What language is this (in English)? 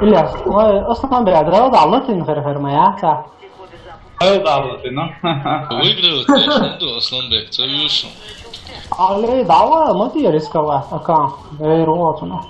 Chechen